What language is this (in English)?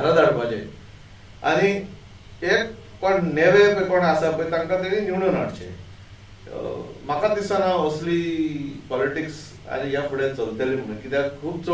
Konkani